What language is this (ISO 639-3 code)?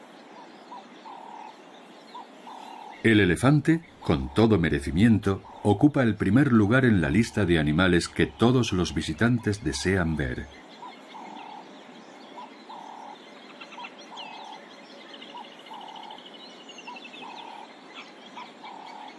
spa